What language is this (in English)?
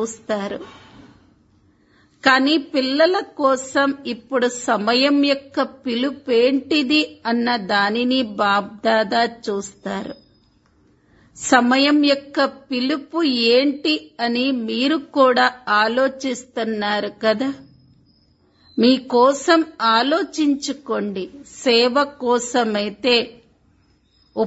Telugu